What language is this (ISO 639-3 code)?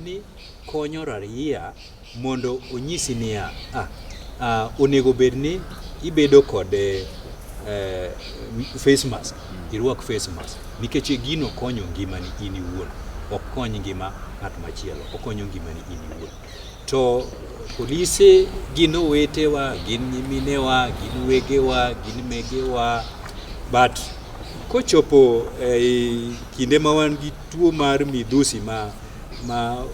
luo